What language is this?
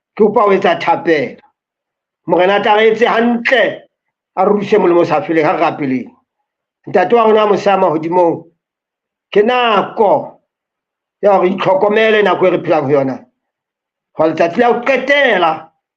Southern Sotho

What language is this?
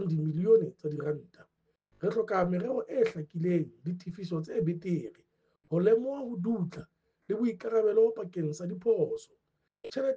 Southern Sotho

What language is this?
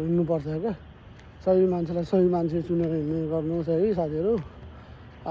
Nepali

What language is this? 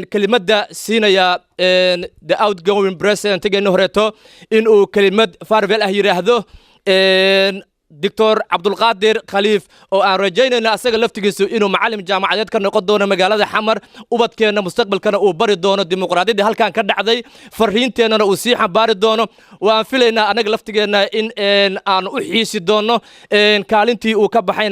Somali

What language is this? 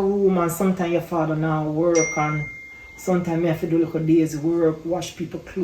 Jamaican Creole English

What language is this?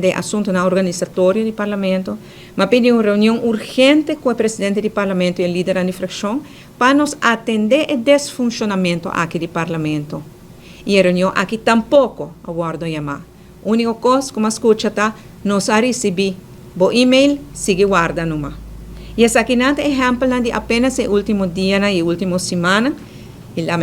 Papiamento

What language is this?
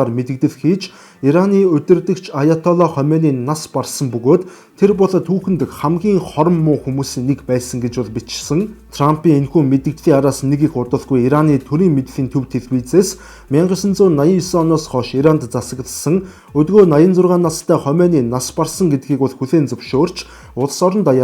Mongolian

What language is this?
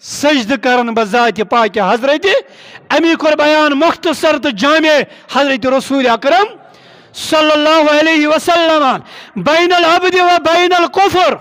Kashmiri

